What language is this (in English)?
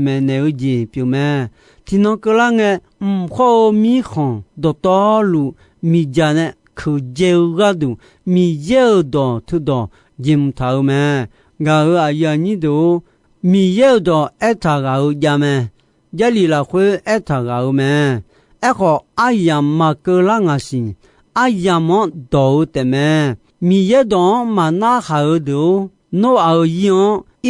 Akha